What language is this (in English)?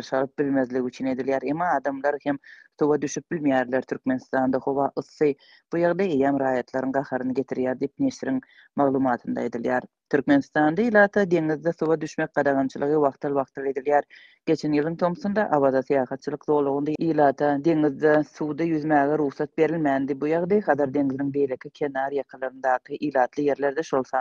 Turkmen